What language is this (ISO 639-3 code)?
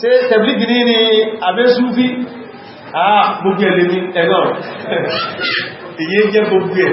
yor